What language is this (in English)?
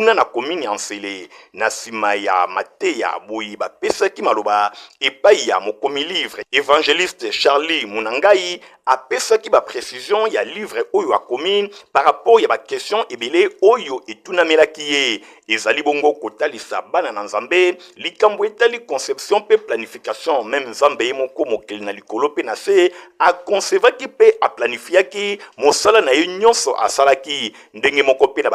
Lingala